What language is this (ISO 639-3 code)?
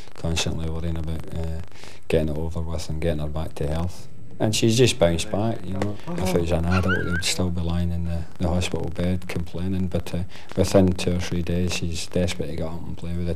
eng